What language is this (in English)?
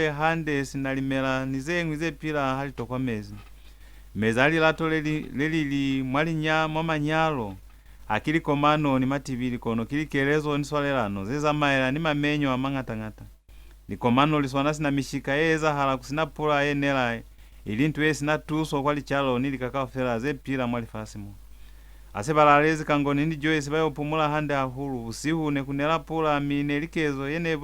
Lozi